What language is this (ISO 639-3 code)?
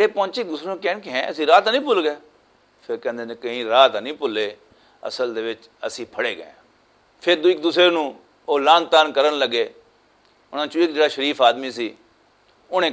lah